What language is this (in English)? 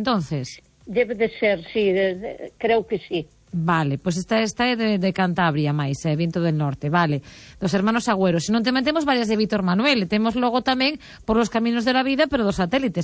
Galician